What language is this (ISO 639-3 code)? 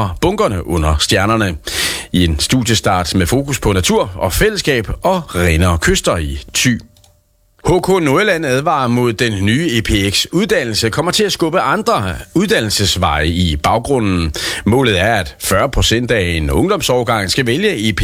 dan